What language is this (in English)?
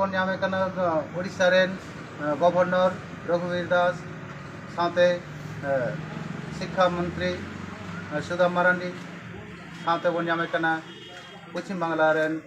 Santali